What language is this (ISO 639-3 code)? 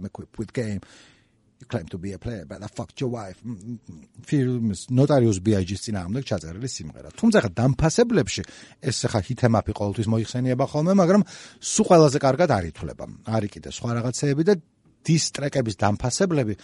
kat